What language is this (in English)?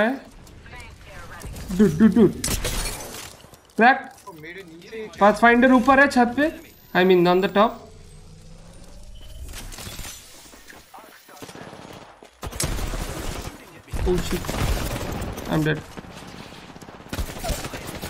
Hindi